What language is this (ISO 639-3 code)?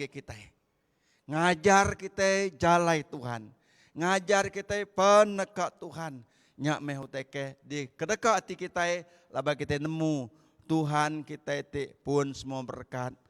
iba